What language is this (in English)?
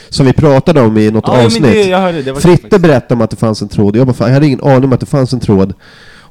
Swedish